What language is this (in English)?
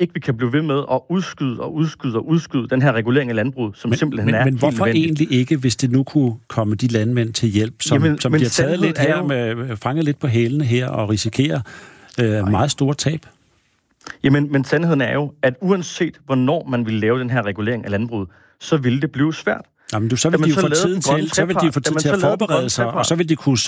Danish